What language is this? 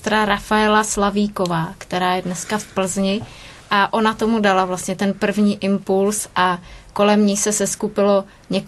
Czech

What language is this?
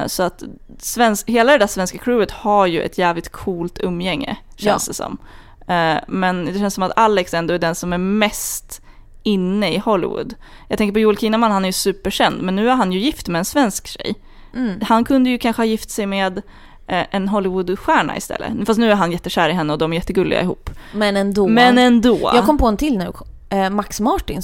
Swedish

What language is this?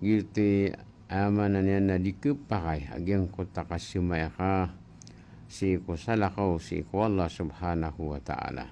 Maranao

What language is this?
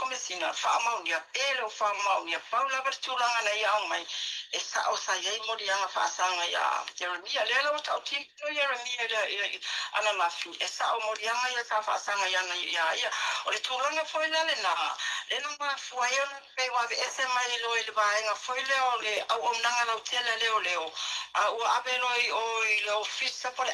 Samoan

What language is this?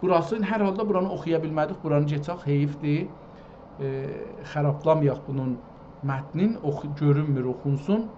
South Azerbaijani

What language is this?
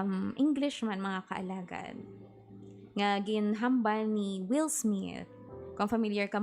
Hiligaynon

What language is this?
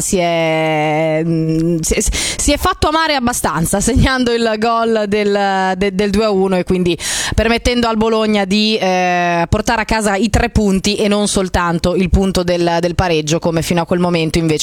Italian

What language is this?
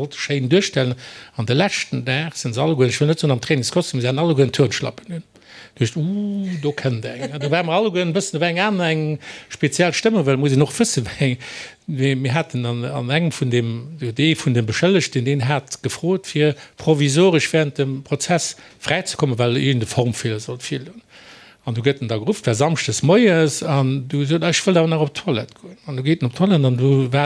Luxembourgish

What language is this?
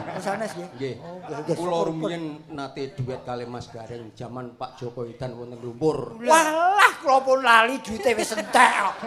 Javanese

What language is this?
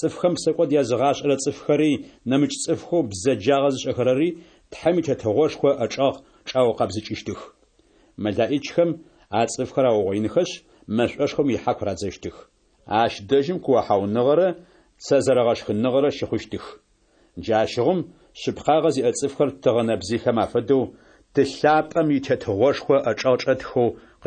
Adyghe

